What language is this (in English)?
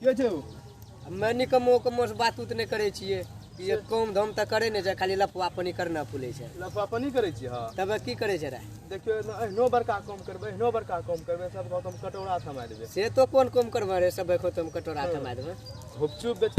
Maithili